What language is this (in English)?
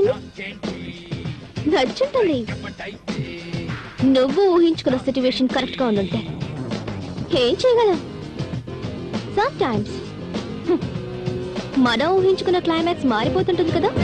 Telugu